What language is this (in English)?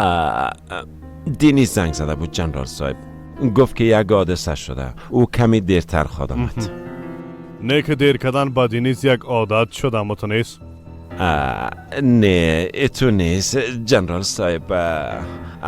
Persian